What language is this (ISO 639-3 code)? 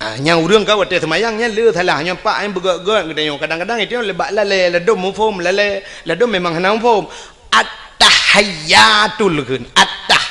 ace